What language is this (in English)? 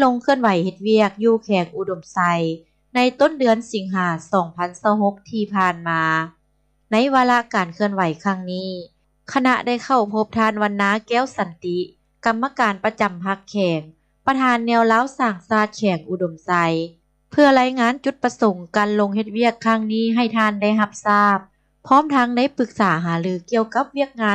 Lao